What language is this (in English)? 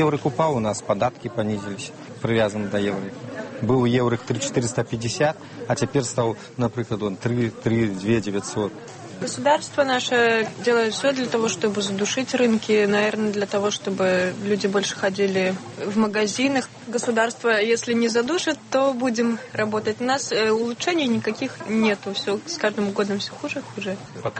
Belarusian